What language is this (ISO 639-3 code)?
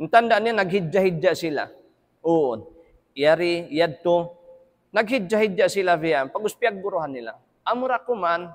tsg